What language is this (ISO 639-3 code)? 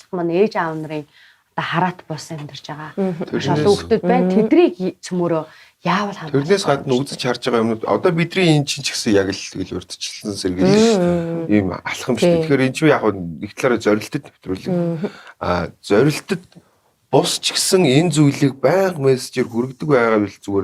mon